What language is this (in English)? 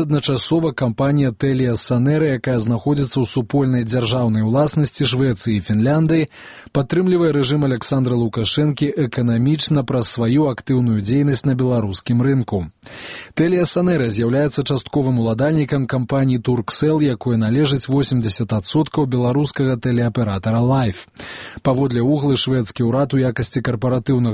Belarusian